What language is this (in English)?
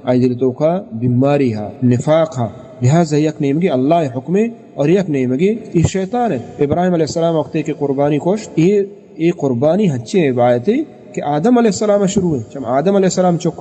Baluchi